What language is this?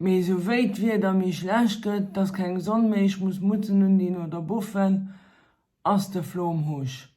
Luxembourgish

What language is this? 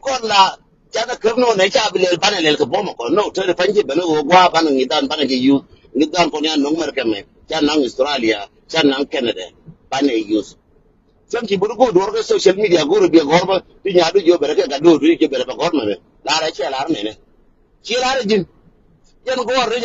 Nuer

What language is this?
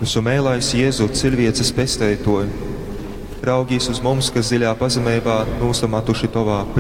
Latgalian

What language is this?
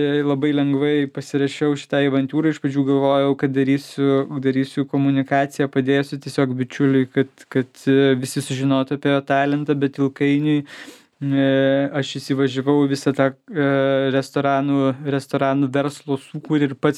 Lithuanian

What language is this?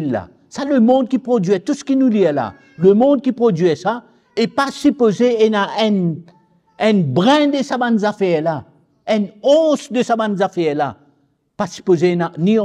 Morisyen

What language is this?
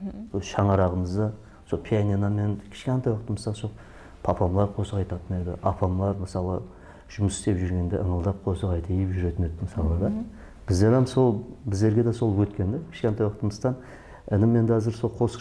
Kara-Kalpak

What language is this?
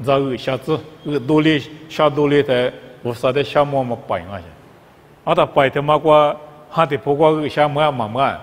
Lisu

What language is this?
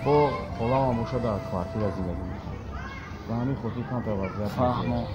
Tajik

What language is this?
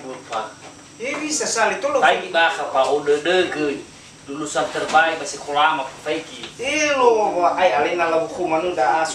Nias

